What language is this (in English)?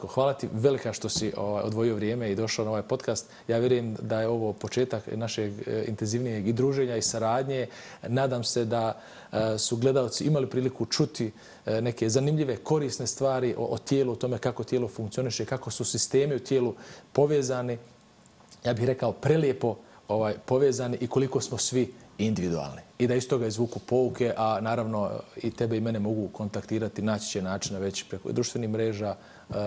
Bosnian